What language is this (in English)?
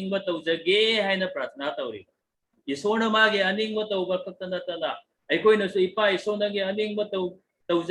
Manipuri